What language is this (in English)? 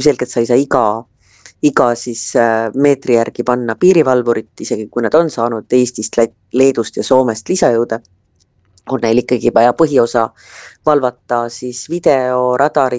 Estonian